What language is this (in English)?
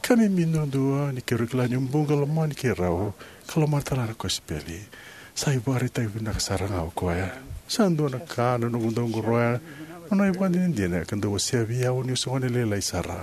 Fijian